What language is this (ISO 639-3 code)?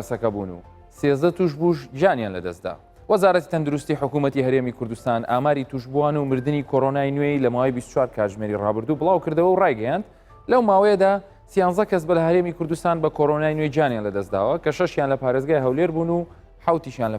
ckb